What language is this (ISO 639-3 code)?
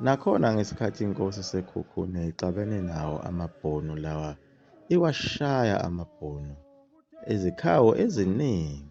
zul